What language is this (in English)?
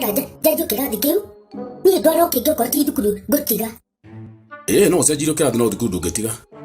Kikuyu